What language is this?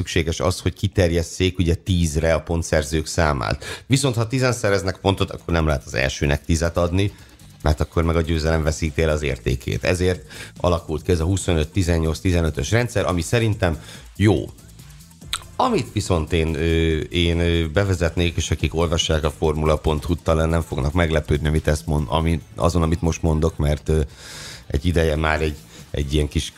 Hungarian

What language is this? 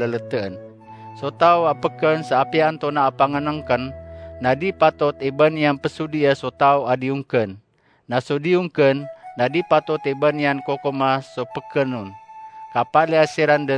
Maranao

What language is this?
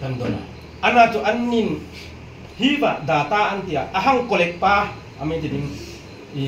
Hmar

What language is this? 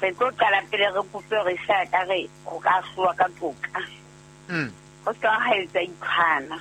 Southern Sotho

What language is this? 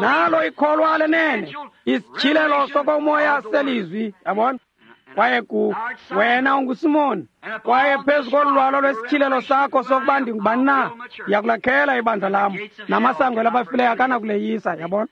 Xhosa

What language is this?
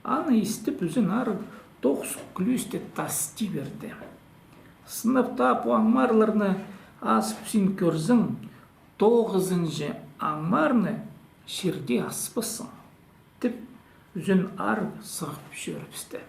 Khakas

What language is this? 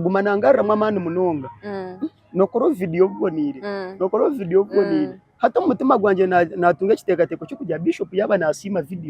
Nyankole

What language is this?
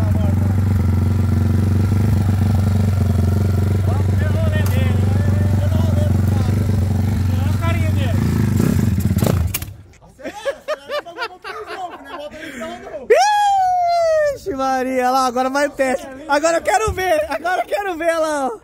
Portuguese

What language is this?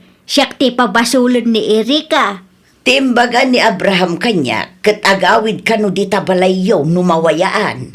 Iloko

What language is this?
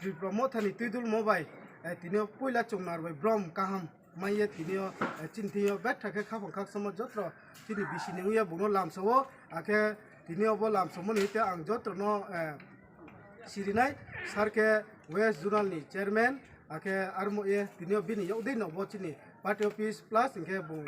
Kok Borok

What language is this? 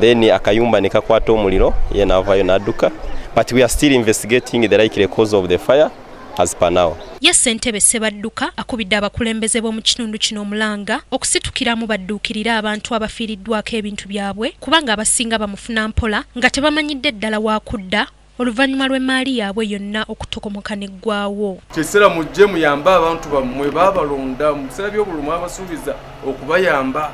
Ganda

